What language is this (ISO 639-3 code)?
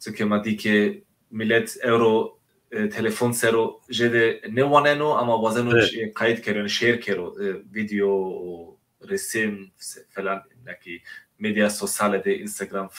zza